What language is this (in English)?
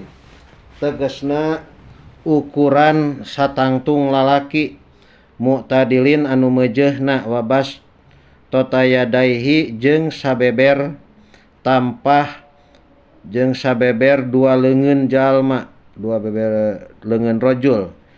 Sundanese